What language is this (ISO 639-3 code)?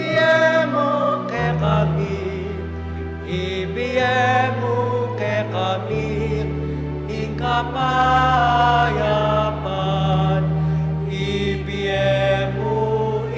pam